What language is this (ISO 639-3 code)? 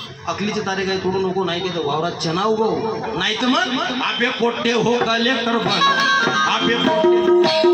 mar